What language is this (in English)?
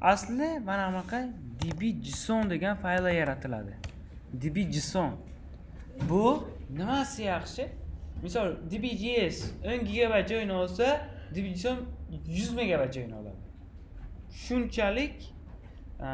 Uzbek